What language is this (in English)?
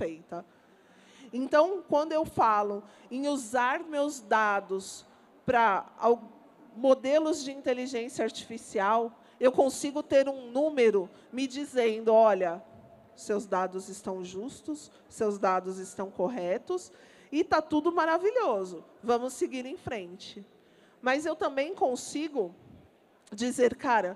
Portuguese